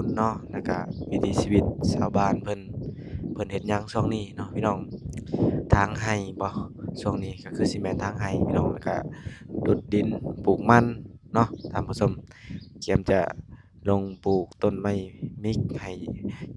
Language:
Lao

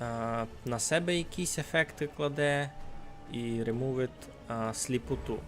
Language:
Rusyn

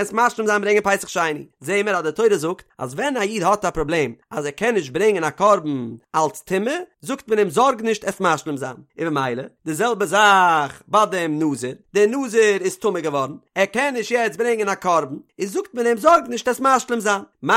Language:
Yiddish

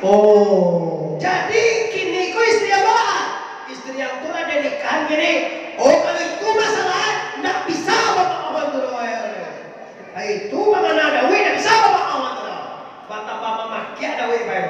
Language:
Minangkabau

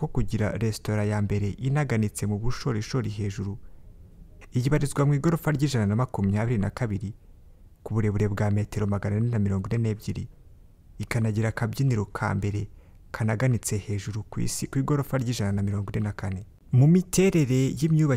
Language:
Kinyarwanda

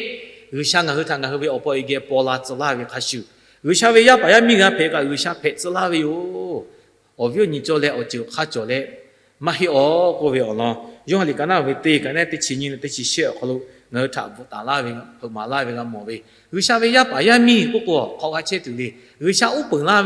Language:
Lahu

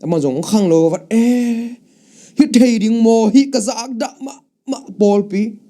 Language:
Tedim Chin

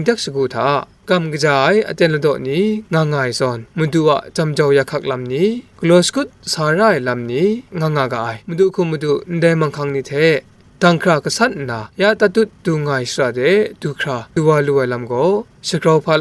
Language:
Kachin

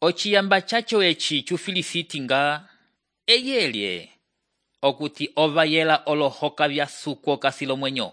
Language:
Umbundu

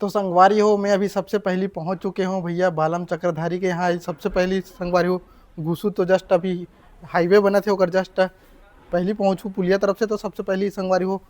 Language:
Chhattisgarhi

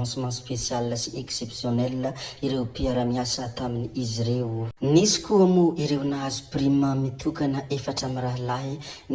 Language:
Malagasy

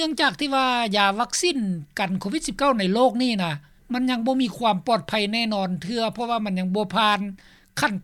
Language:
Lao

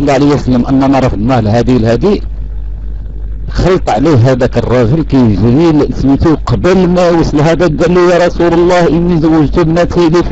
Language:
Moroccan Arabic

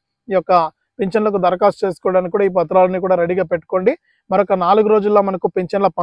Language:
Telugu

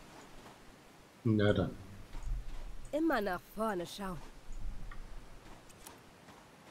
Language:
German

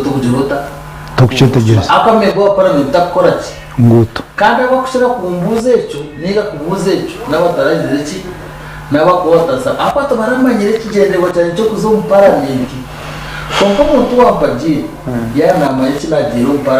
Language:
Nyankole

